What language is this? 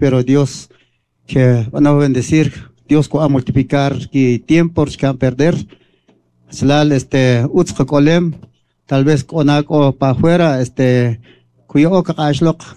Kʼicheʼ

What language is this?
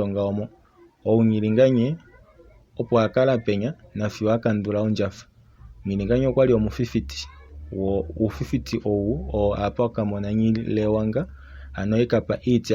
Kuanyama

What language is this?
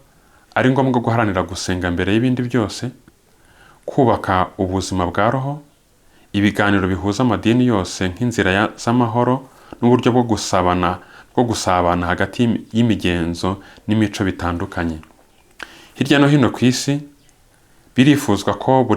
Kinyarwanda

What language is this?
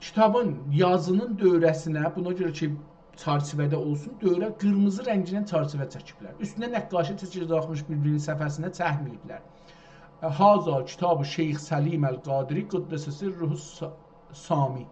South Azerbaijani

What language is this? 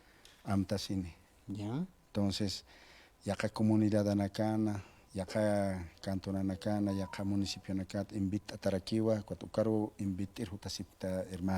Aymara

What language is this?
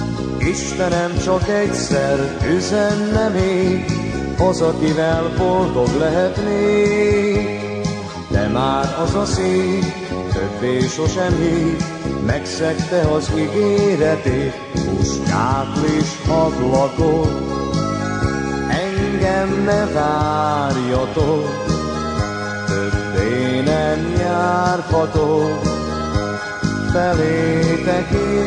Hungarian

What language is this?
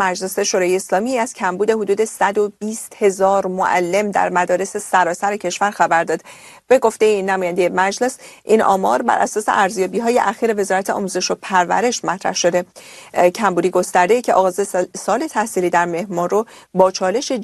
Persian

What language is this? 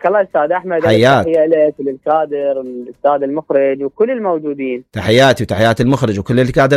Mesopotamian Arabic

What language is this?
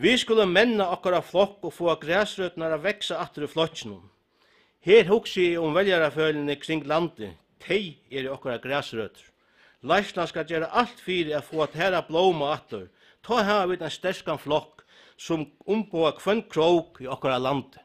Faroese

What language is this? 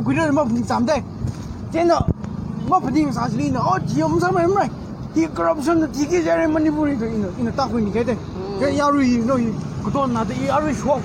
Tangkhul Naga (India)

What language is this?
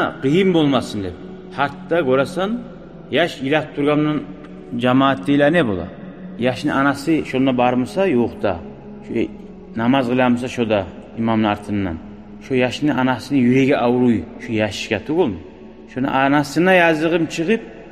Kumyk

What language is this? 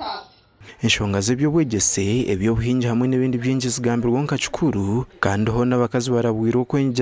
Nyankole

